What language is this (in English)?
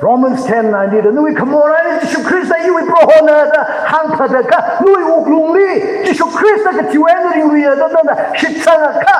Tangkhul Naga (India)